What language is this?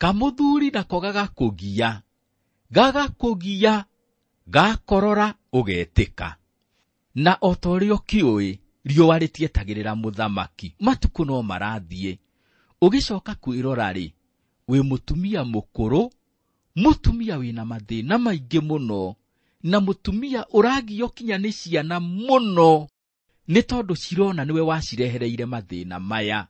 Kikuyu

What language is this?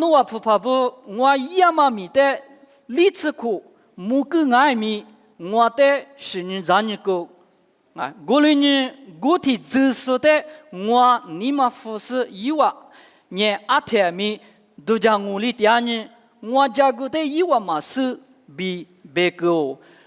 Lisu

